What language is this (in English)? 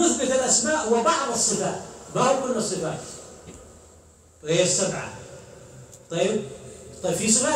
Arabic